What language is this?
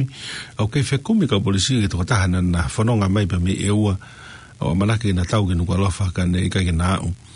Tongan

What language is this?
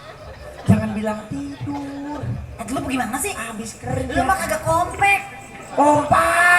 Betawi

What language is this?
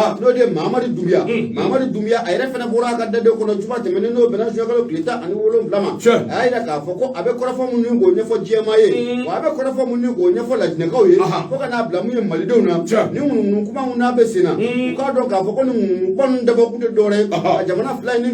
Bambara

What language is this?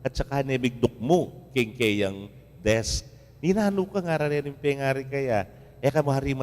Pampanga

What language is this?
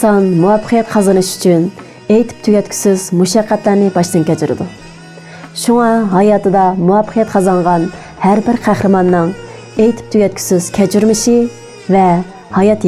Uyghur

